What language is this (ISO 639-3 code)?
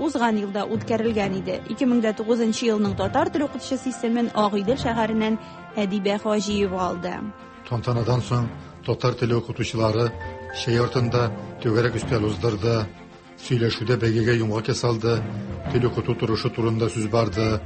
tat